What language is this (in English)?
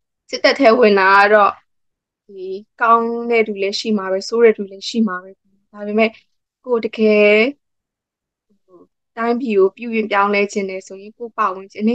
Burmese